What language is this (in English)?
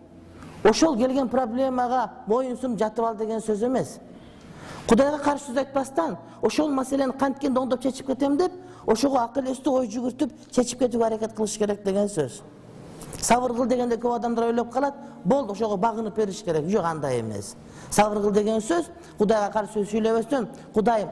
Kyrgyz